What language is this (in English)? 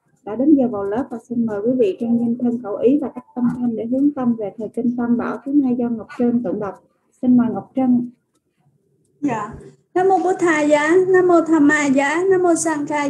Vietnamese